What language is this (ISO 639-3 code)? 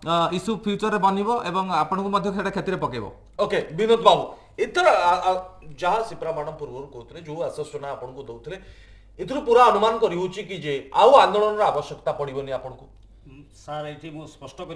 ori